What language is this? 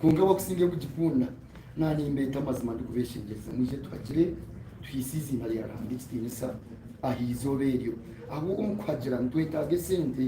Nyankole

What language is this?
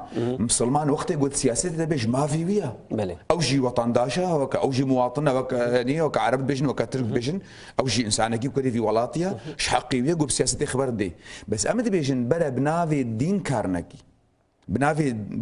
Kurdish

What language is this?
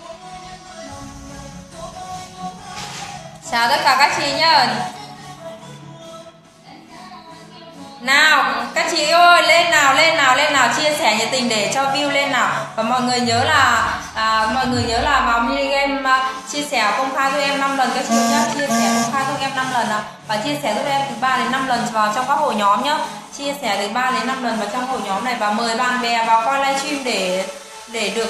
Vietnamese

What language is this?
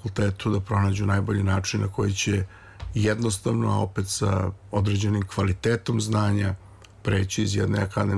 Serbian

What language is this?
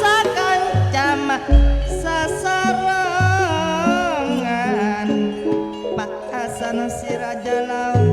Madurese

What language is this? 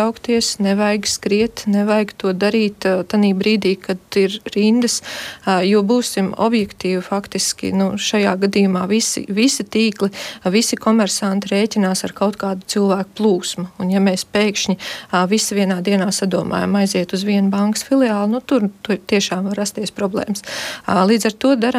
Latvian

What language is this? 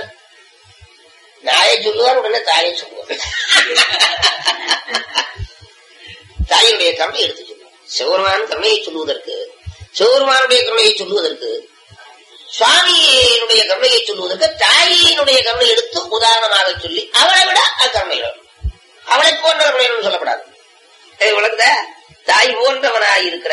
Tamil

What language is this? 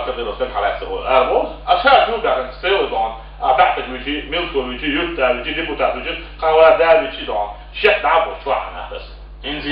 Chechen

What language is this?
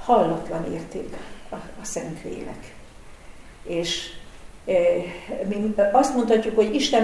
Hungarian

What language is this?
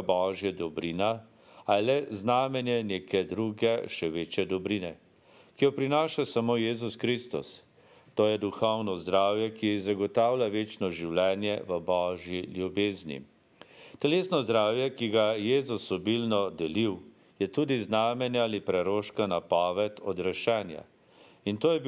Slovenian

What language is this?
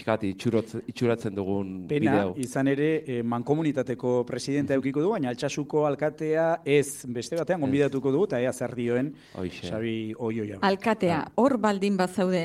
Basque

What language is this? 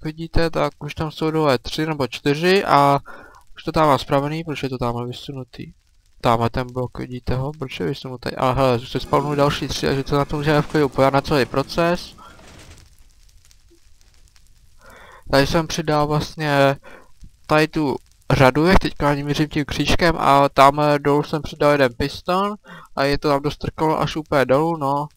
Czech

